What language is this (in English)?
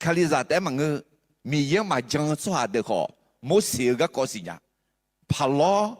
Akha